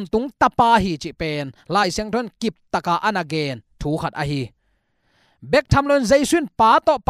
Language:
Tedim Chin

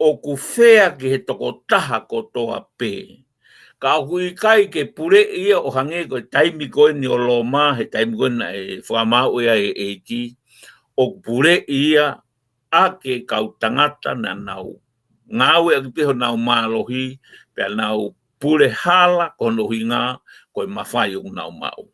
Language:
Tongan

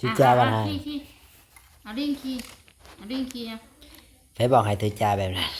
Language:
Northeastern Thai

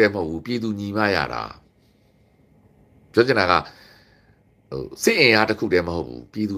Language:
Burmese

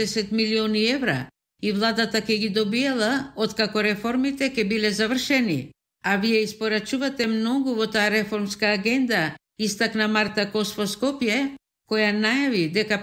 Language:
Macedonian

